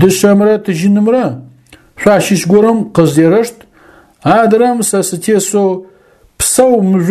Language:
Adyghe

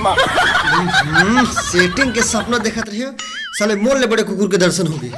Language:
Chhattisgarhi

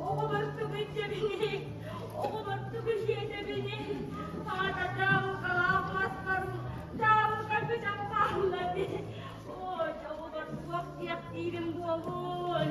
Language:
Yakut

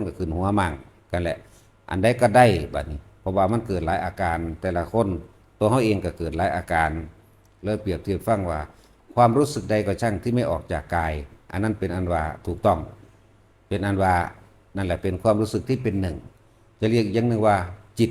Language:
Northeastern Thai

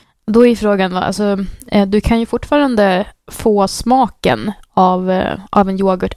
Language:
Swedish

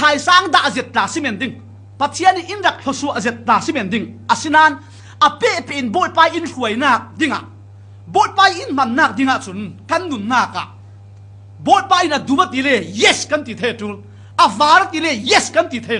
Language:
Falam Chin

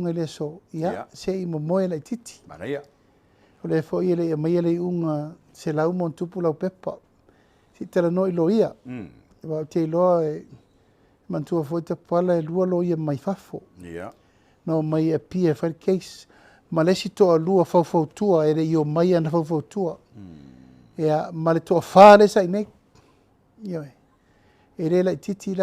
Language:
Samoan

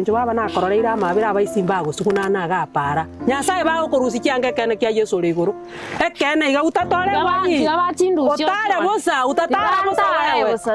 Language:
Gusii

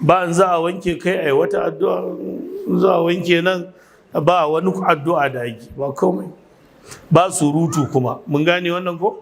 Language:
Hausa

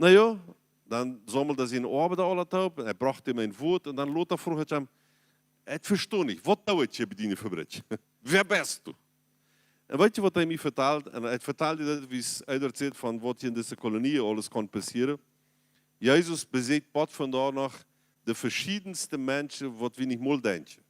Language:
Plautdietsch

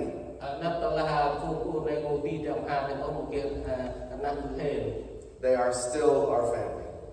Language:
Central Mnong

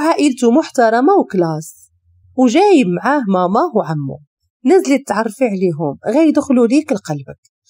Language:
Moroccan Arabic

